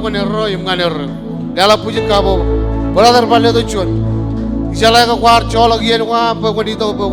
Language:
Marshallese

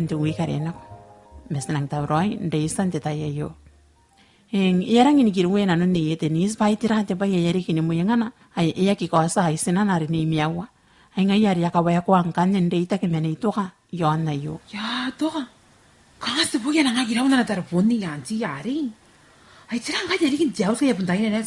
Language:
Gilbertese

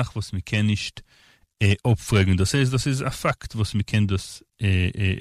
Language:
Yiddish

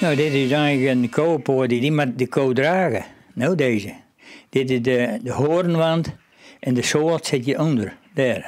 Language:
Western Frisian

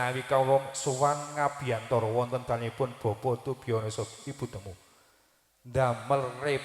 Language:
Javanese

